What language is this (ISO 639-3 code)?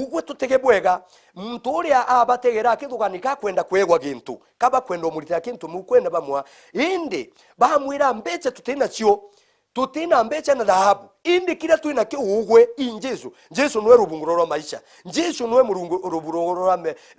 mer